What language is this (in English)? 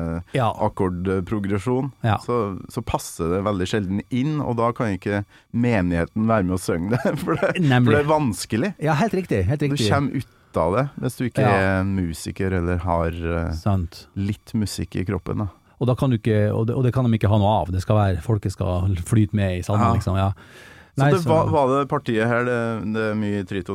Norwegian